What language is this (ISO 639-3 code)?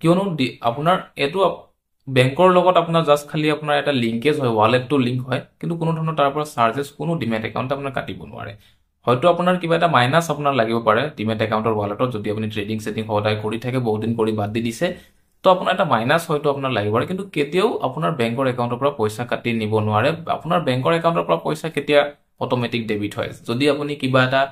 asm